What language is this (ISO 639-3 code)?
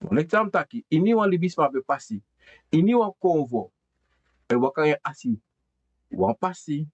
srn